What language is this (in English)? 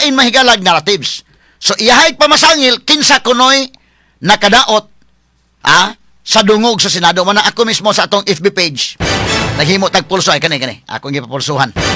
Cebuano